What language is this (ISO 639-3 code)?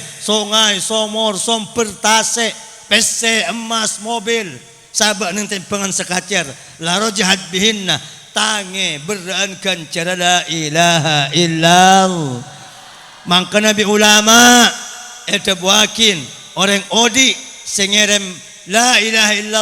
mad